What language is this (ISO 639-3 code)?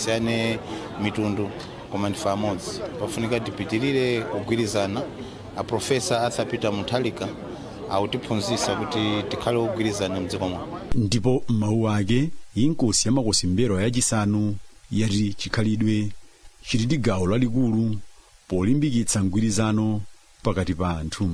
nya